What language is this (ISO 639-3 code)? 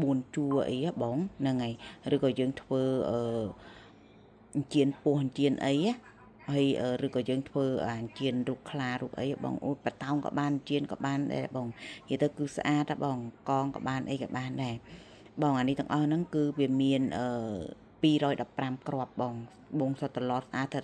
khm